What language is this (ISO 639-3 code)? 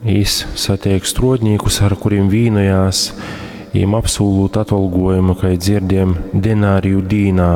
ltg